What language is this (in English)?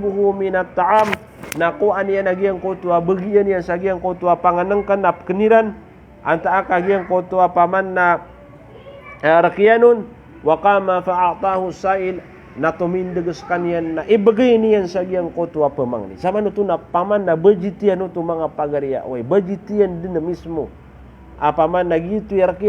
Maranao